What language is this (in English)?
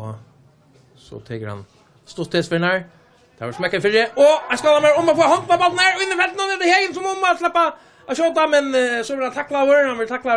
Faroese